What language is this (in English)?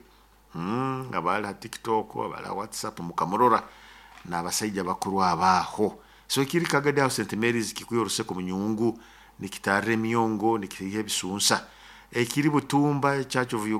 Nyoro